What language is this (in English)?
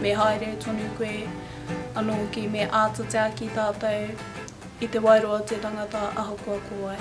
Māori